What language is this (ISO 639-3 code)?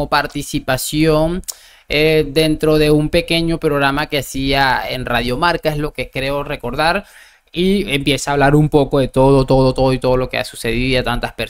spa